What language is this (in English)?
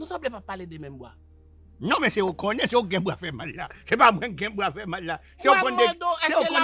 Haitian Creole